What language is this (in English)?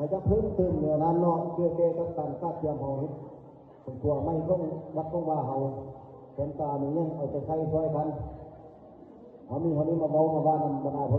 Lao